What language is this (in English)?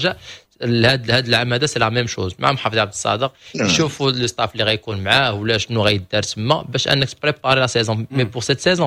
Moroccan Arabic